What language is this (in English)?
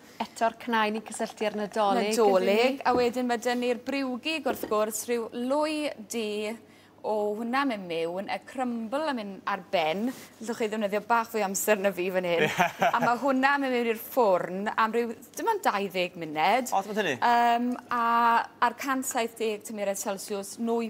Welsh